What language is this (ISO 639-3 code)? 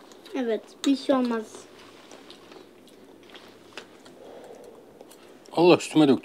tur